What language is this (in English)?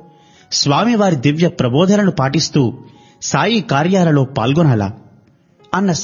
Telugu